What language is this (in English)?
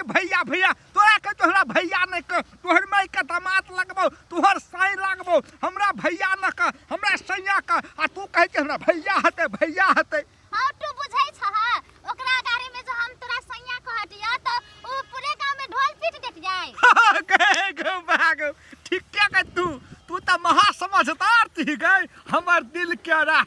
Maithili